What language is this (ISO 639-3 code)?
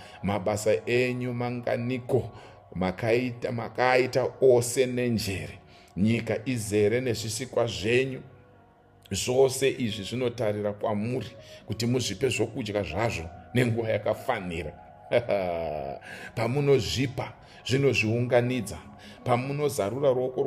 sna